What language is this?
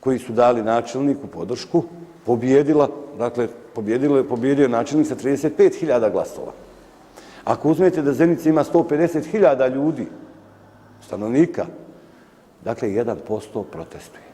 Bosnian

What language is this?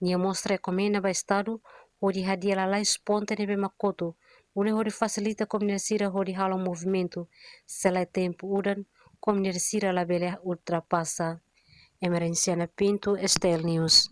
Tetum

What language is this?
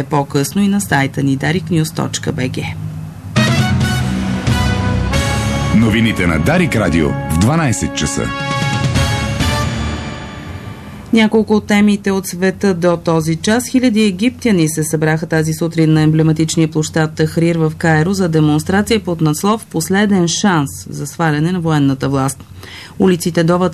Bulgarian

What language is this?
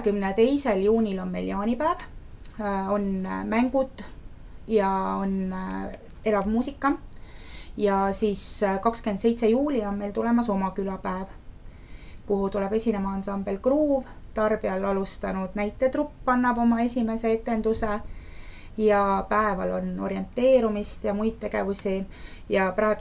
Estonian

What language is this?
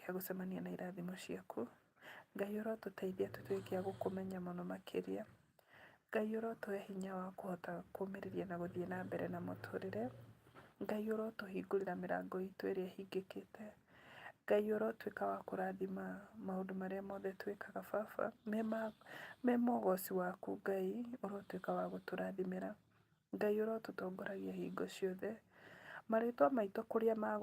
Kikuyu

